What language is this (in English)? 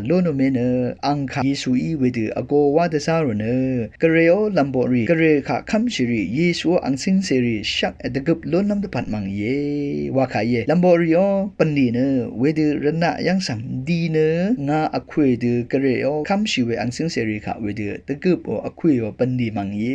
Rawang